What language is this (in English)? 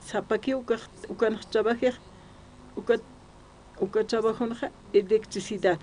Aymara